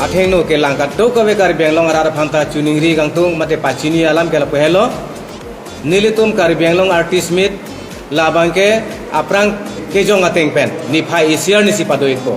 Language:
Karbi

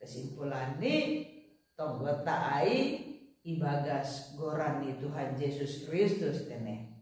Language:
Batak Simalungun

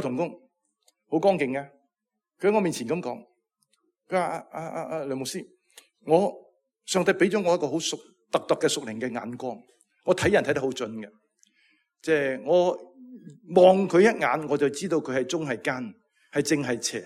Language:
Cantonese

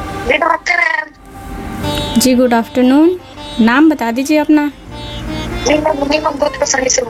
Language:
Hindi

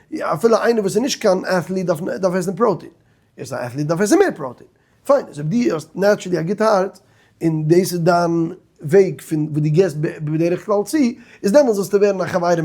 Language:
Yiddish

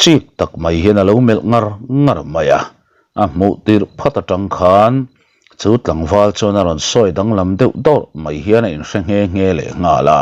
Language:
Mizo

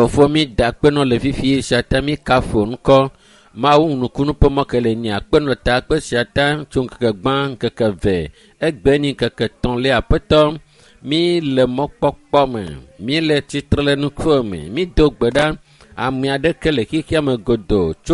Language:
Ewe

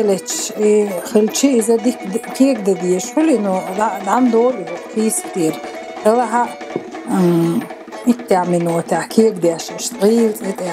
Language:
Chechen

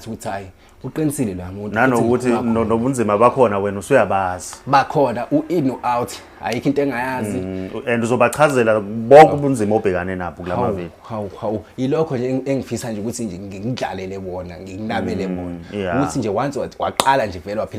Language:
Zulu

